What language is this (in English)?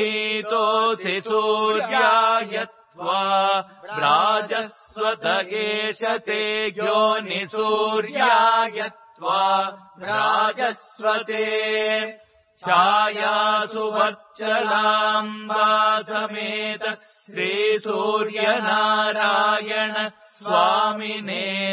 Sanskrit